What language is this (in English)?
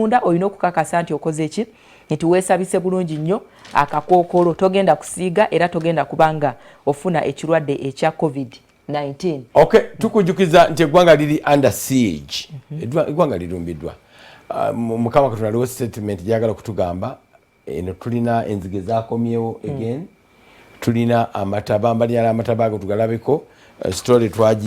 Ganda